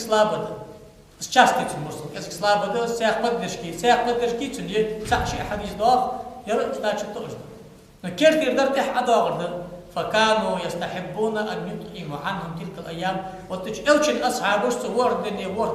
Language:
Ingush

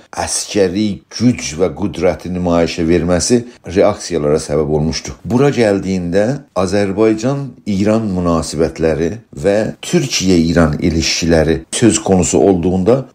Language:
South Azerbaijani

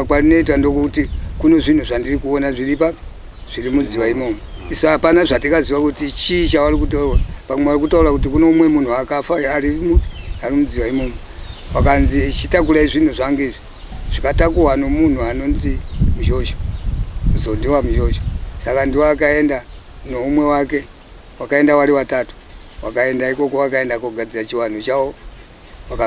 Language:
Shona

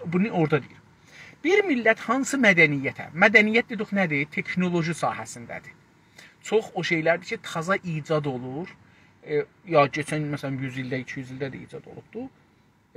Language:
South Azerbaijani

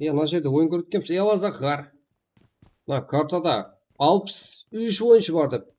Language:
Kara-Kalpak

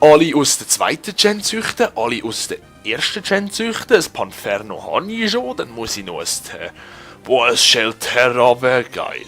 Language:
Swiss German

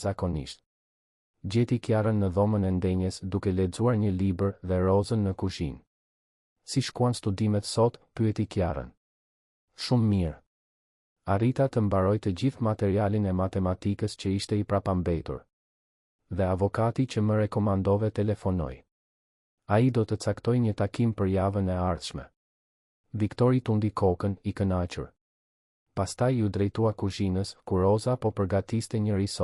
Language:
Albanian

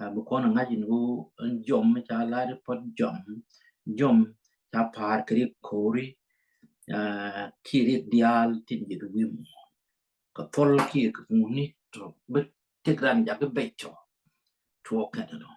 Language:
Nuer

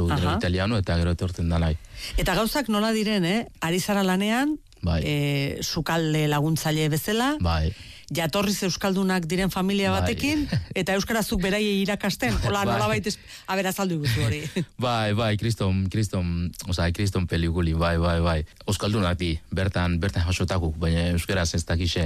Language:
Basque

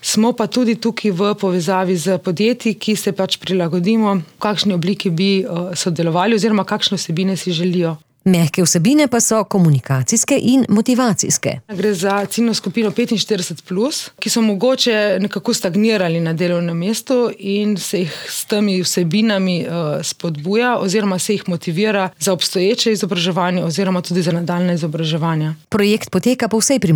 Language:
Slovenian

